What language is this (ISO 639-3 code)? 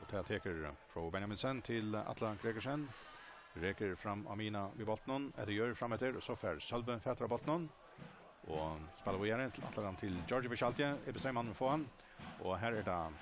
fao